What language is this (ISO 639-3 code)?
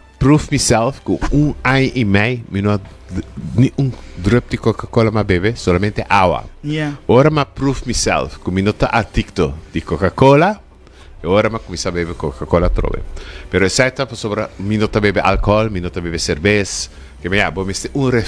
pap